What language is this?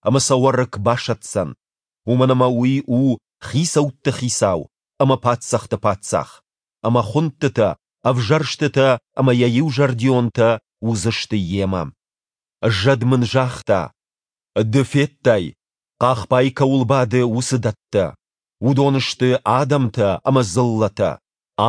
Ossetic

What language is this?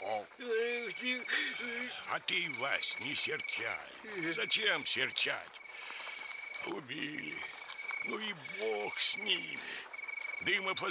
Russian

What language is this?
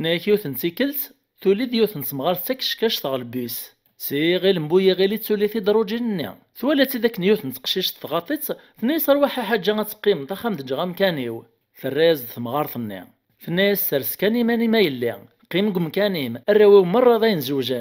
Kabyle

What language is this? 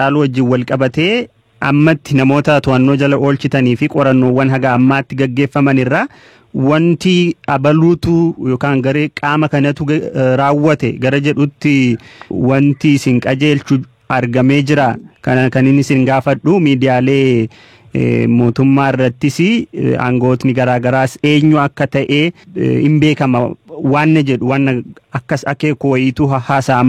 Oromo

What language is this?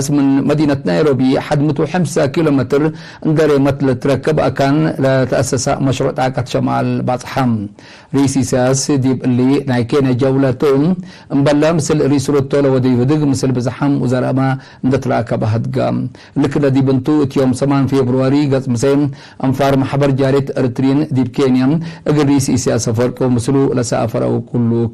Tigre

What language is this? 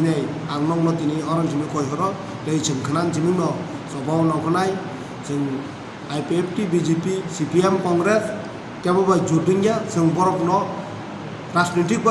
Kok Borok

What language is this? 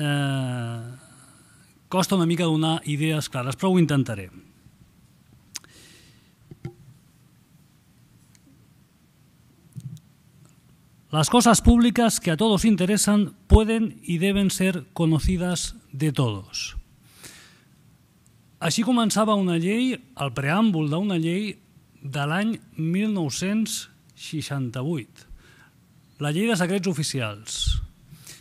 Catalan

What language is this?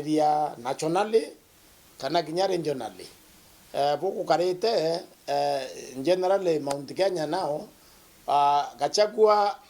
Meru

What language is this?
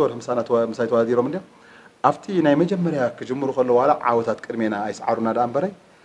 Tigrinya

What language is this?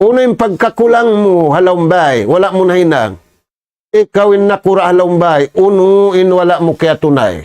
Tausug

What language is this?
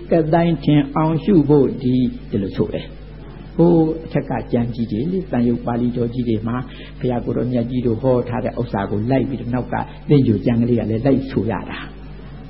Burmese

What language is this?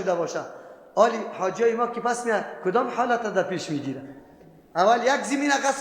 Persian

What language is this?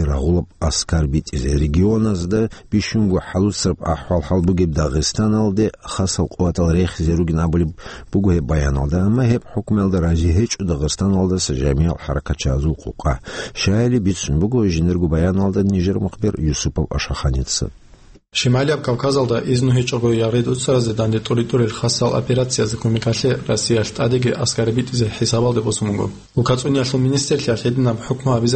Avaric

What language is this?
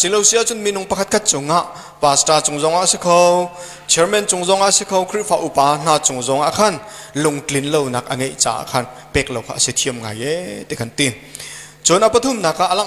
Hakha Chin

